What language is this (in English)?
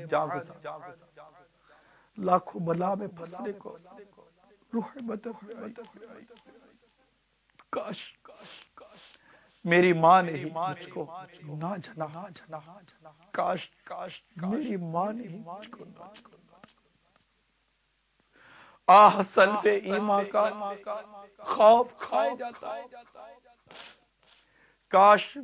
Urdu